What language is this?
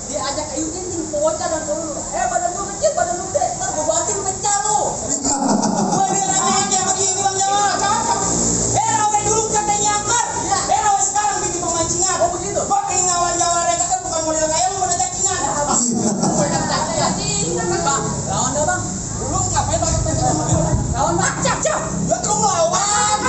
Betawi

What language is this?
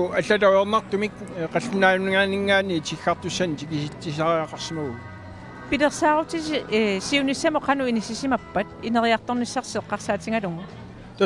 Kalaallisut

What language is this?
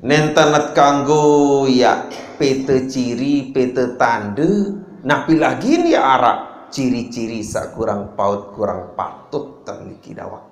Sasak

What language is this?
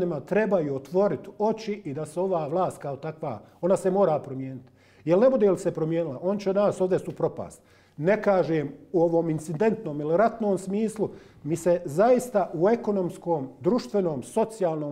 Bosnian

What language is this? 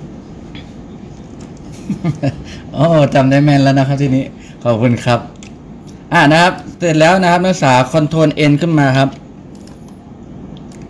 Thai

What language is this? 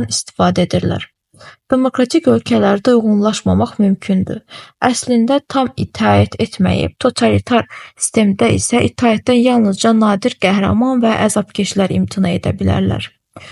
Azerbaijani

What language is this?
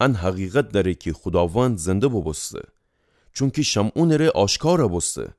Gilaki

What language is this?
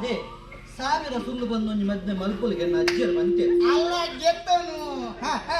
Tulu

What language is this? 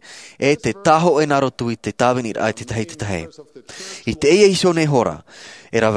Tahitian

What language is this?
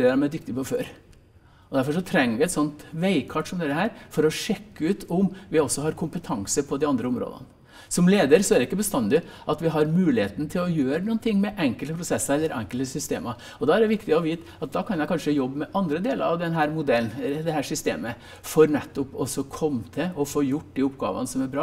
Norwegian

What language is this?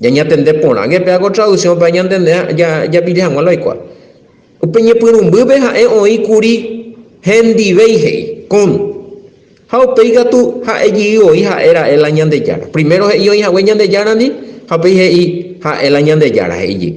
Guarani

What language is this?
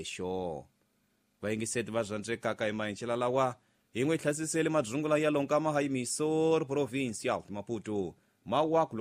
Tsonga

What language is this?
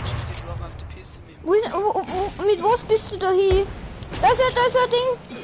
Bavarian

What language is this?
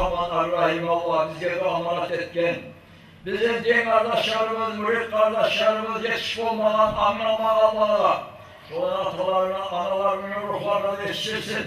Kumyk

